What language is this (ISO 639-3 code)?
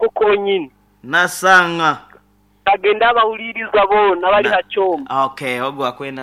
nyo